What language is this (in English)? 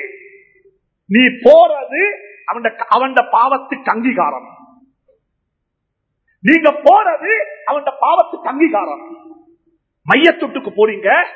Tamil